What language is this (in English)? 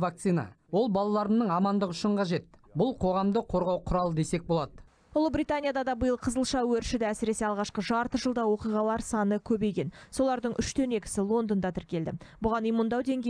Kazakh